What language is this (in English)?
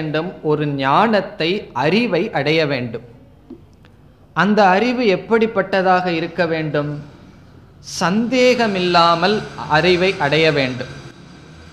Tamil